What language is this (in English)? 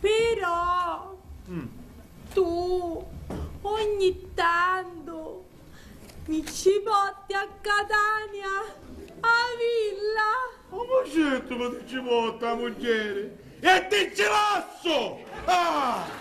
Sicilian